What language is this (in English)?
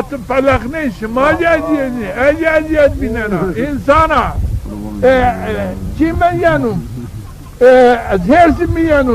Zaza